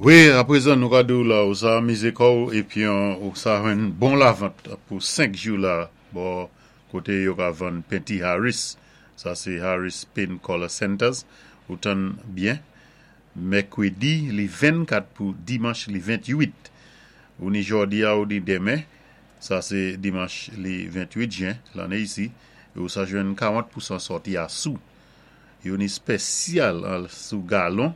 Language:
Saint Lucian Creole French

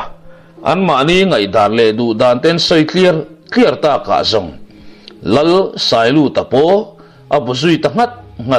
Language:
Mizo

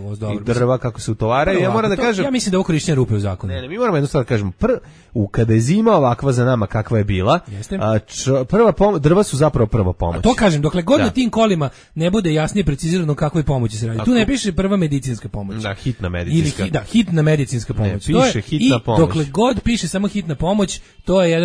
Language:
Serbian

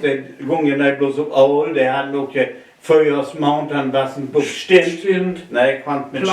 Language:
Low German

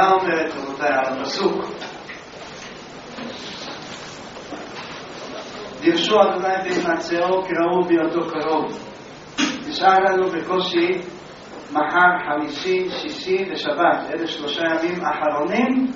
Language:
Hebrew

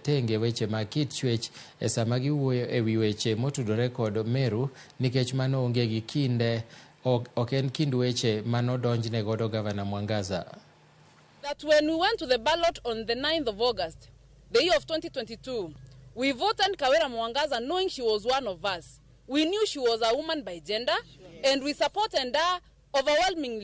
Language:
Luo (Kenya and Tanzania)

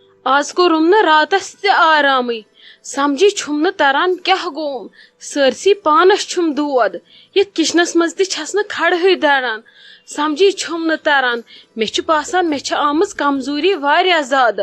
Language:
Kashmiri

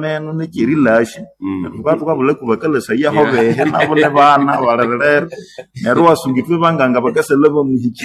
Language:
Nande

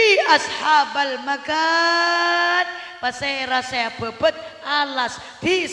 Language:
Madurese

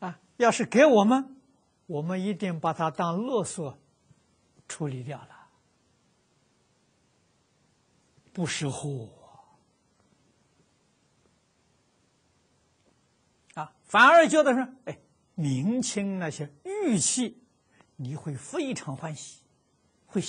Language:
Chinese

